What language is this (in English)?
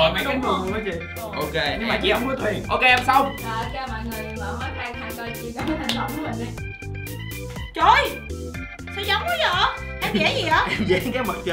Vietnamese